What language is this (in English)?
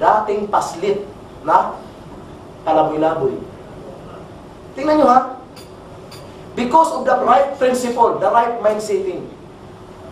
Filipino